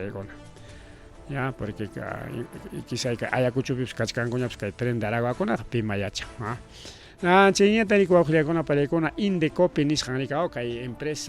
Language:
Ayacucho Quechua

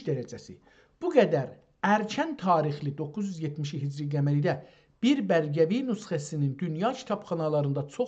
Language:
South Azerbaijani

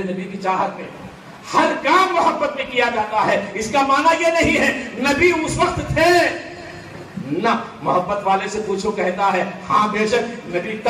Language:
Urdu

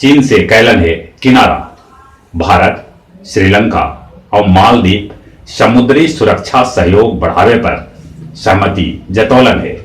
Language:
Magahi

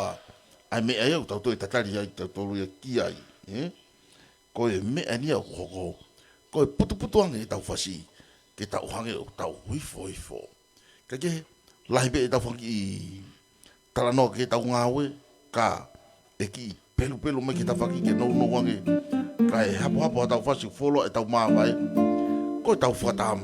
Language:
Tongan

